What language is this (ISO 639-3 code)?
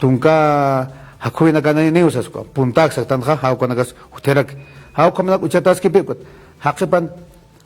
aym